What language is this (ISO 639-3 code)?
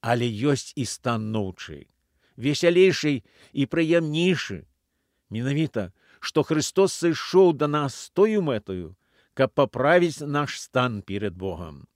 bel